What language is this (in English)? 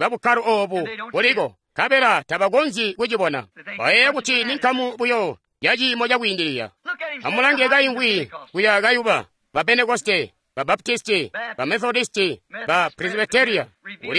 Tonga (Zambia)